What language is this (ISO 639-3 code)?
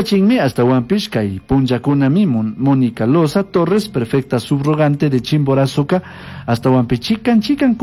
qug